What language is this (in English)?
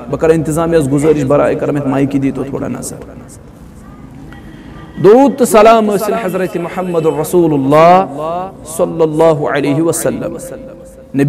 Kashmiri